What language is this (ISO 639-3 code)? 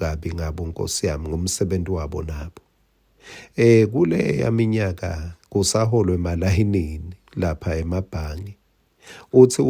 ssw